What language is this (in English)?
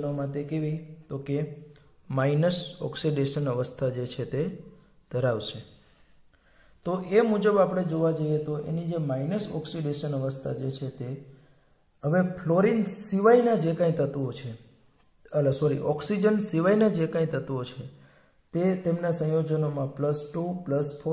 Gujarati